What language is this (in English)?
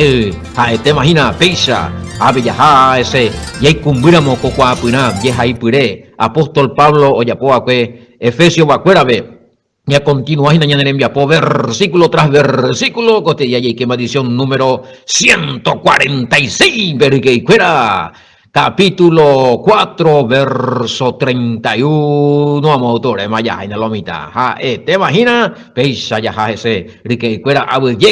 Guarani